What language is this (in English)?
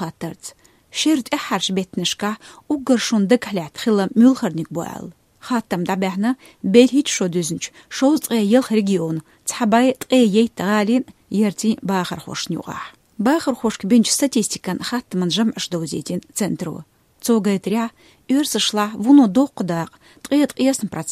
Chechen